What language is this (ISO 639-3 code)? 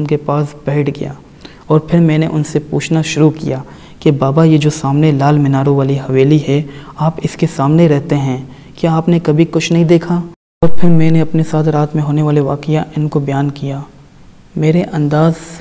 urd